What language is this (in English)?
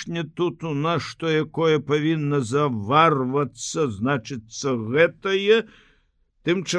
Belarusian